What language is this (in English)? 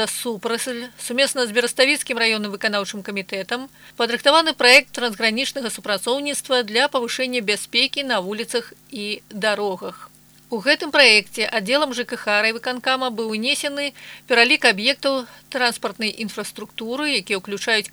Belarusian